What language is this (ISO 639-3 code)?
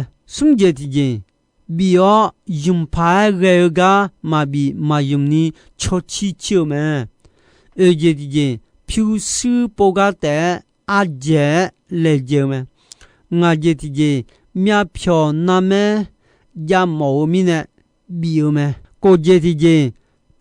ahk